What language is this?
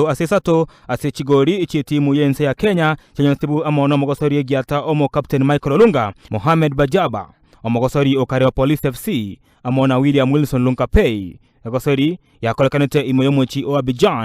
Gusii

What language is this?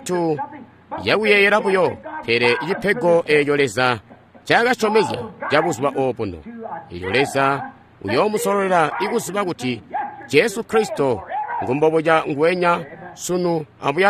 Tonga (Zambia)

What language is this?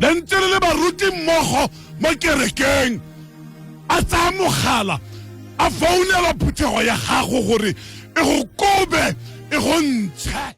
Tswana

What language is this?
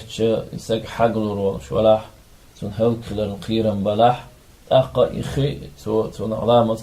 Chechen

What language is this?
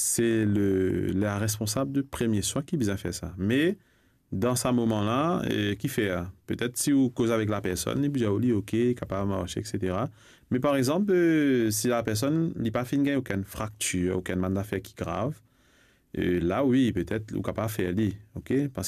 Morisyen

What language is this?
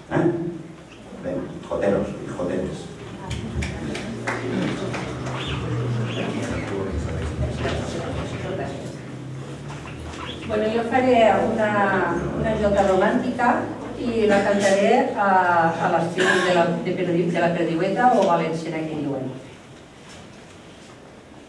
Catalan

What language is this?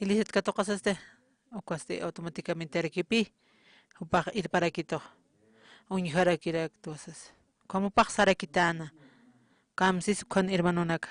Aymara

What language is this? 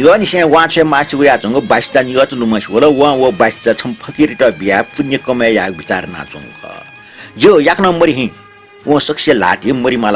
Newari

